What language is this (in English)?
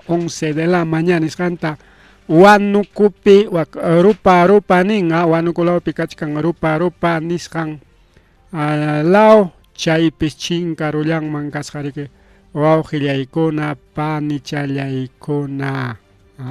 Ayacucho Quechua